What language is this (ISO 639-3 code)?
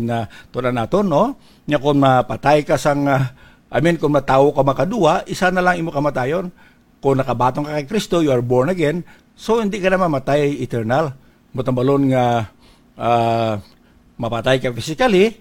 hil